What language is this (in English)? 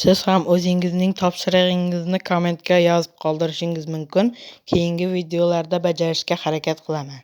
Uzbek